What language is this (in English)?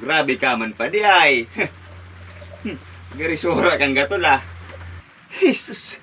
Bikol